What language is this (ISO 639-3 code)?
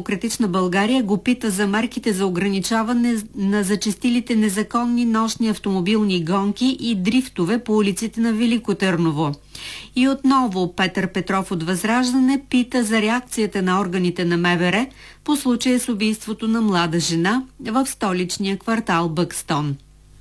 bul